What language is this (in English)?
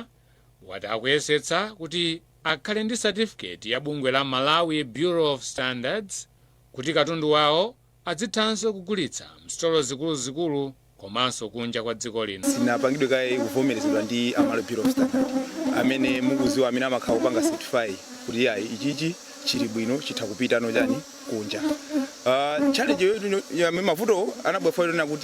Nyanja